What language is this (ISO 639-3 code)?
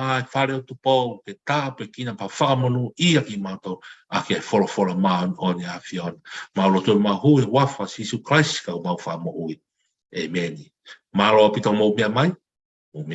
ton